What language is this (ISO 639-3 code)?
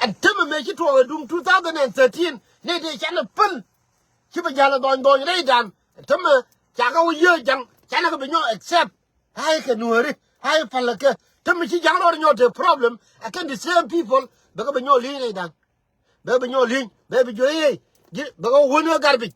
nus